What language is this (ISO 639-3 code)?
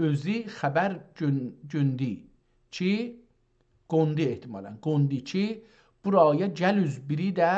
azb